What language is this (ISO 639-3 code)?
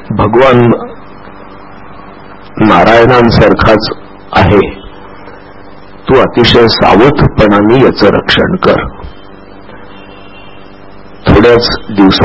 mar